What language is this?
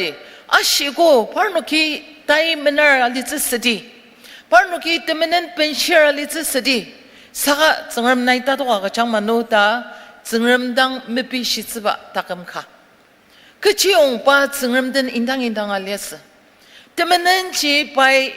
Ao Naga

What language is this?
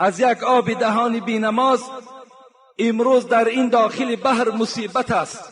Tajik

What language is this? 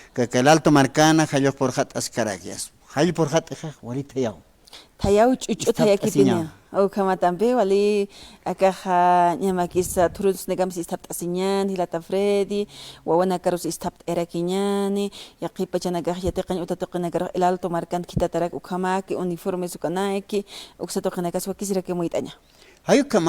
Aymara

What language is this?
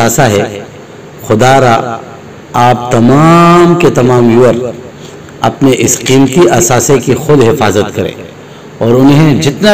Urdu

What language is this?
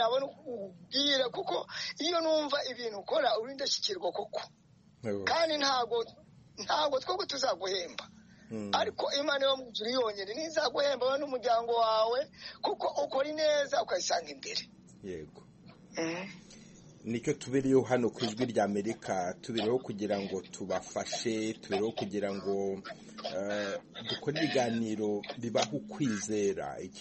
Kinyarwanda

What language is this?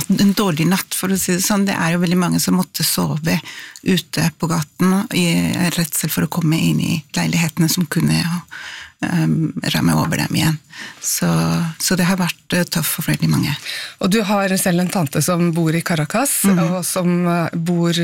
Norwegian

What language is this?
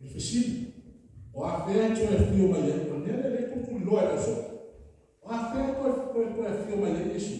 Samoan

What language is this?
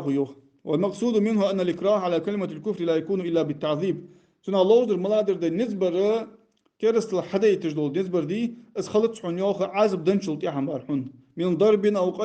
Ingush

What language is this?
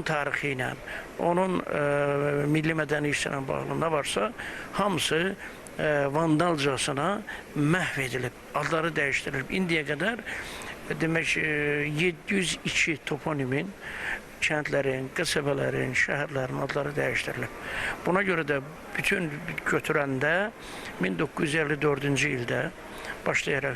Azerbaijani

